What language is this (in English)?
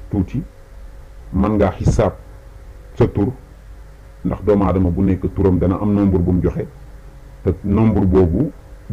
Wolof